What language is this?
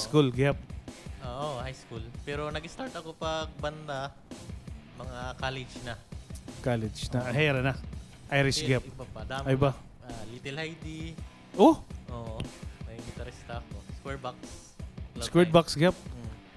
Waray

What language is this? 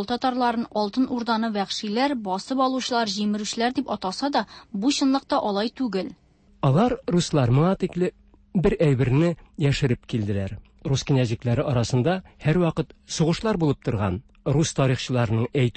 Tatar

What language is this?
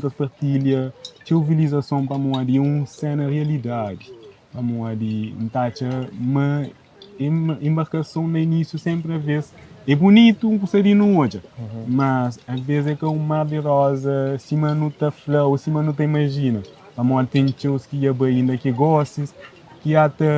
Kabuverdianu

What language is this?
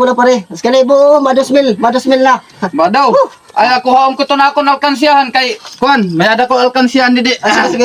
Waray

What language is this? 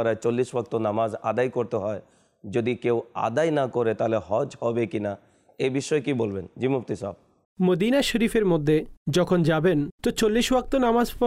Bangla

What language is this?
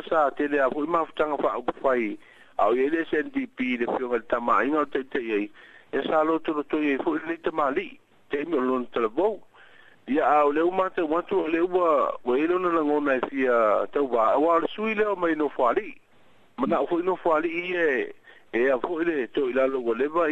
Samoan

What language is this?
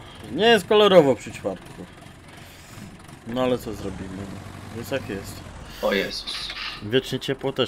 Polish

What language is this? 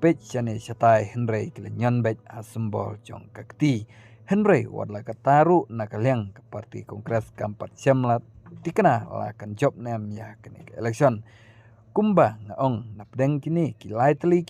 Khasi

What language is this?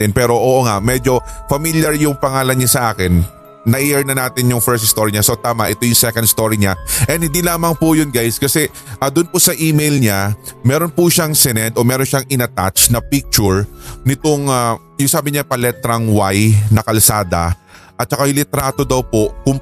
Filipino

